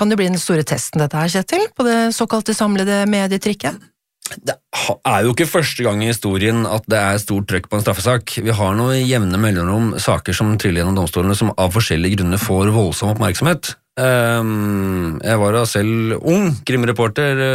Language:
Norwegian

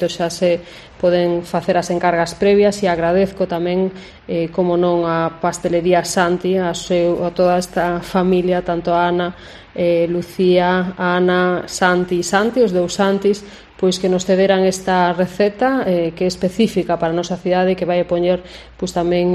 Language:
Galician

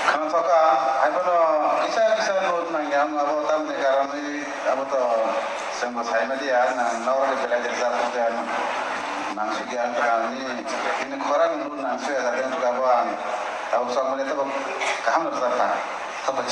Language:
Kok Borok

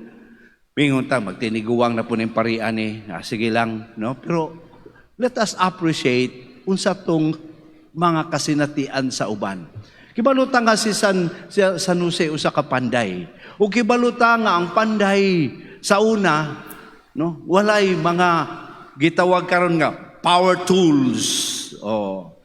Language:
Cebuano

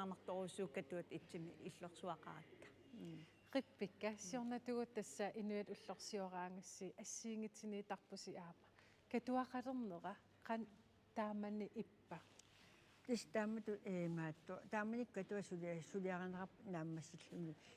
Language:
Kalaallisut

